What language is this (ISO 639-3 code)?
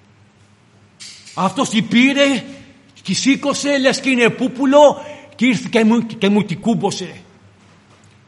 ell